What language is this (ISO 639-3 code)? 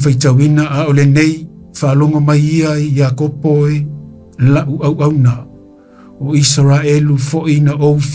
smo